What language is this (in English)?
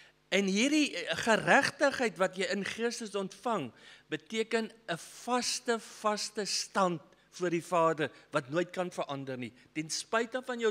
Afrikaans